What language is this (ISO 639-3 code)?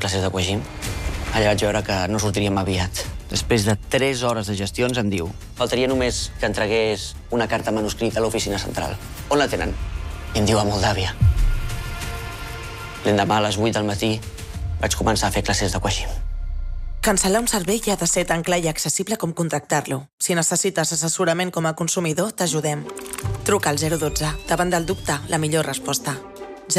cat